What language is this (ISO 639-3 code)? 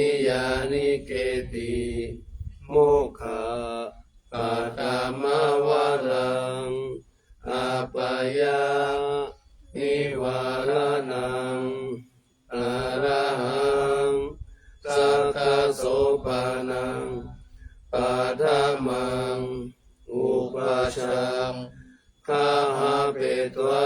pli